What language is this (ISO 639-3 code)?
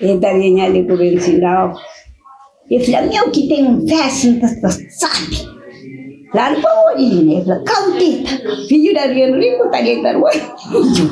kea